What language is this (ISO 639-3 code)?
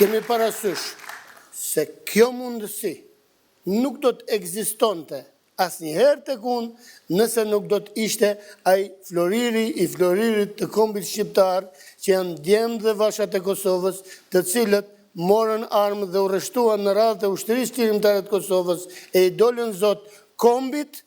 sqi